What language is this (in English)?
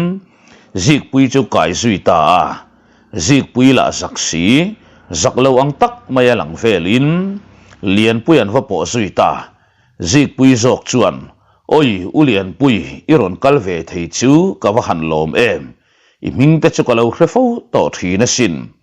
Mizo